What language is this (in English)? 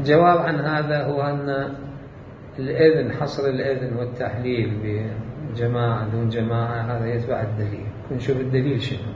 Mesopotamian Arabic